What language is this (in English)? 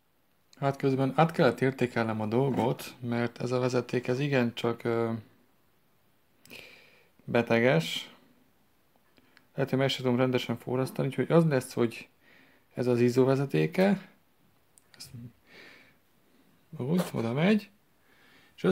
Hungarian